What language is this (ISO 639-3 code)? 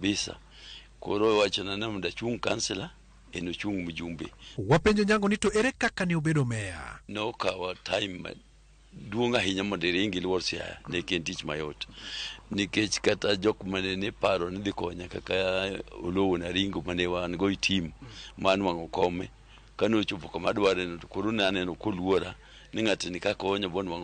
luo